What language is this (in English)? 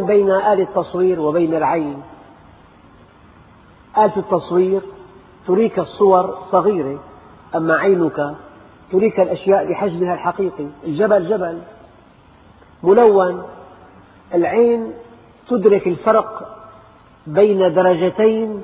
Arabic